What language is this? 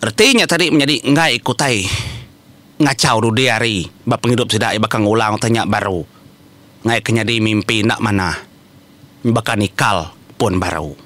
Iban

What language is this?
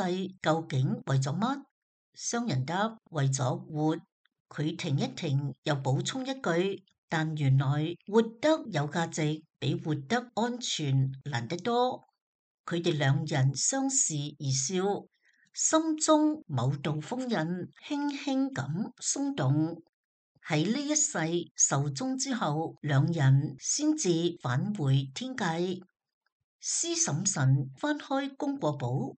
Cantonese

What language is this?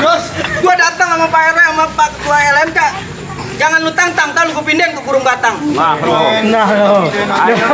Betawi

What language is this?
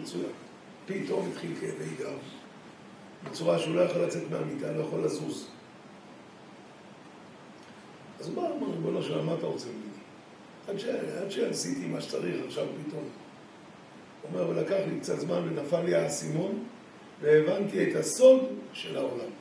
Hebrew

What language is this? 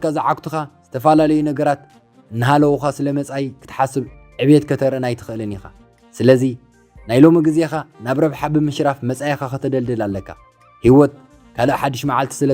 Tigrinya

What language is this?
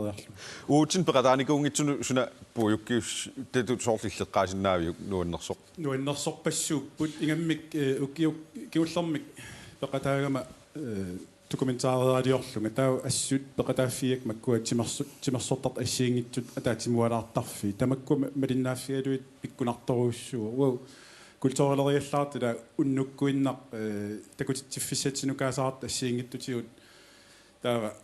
Kalaallisut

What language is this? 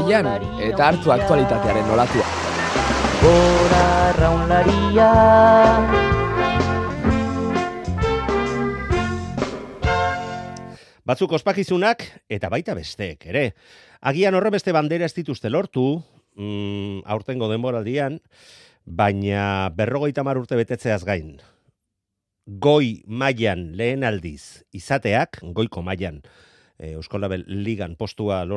Basque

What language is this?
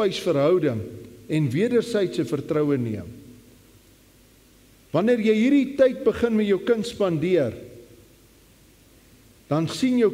Afrikaans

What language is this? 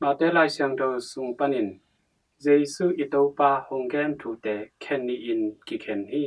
Tedim Chin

